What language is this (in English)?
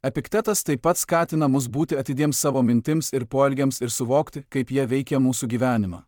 Lithuanian